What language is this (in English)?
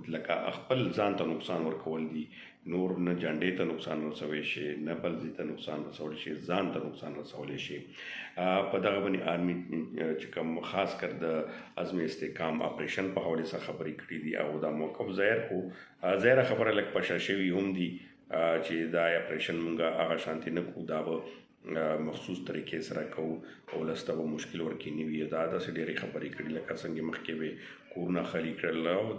Pashto